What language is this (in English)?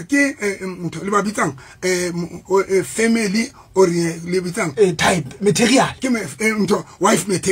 Southern Sotho